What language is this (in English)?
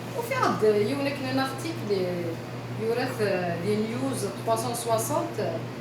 Kabyle